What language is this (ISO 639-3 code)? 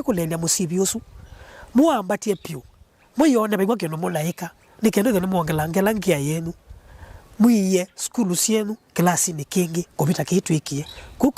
kam